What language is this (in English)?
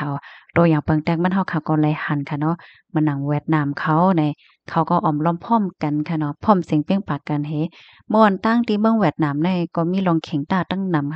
Shan